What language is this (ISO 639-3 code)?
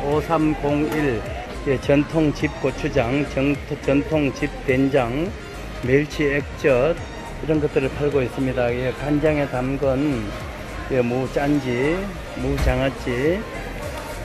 kor